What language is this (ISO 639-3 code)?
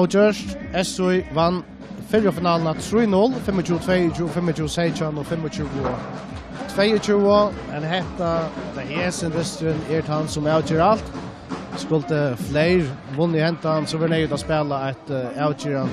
fao